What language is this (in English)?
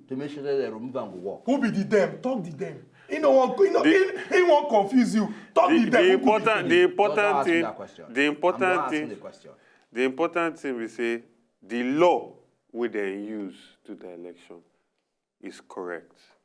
Nigerian Pidgin